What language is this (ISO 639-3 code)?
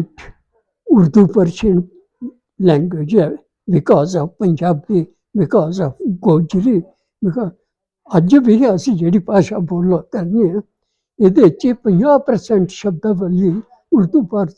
doi